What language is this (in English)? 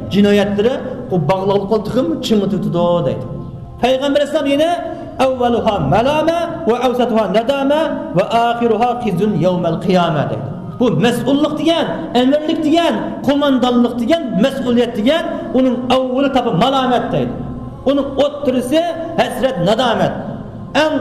Uyghur